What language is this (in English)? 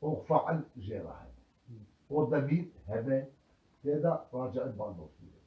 Kurdish